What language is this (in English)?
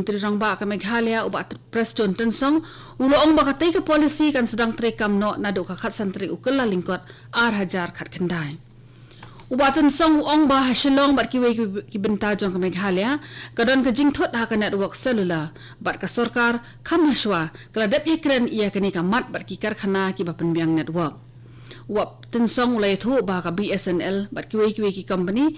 Khasi